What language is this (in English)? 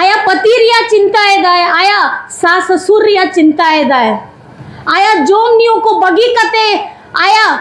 Santali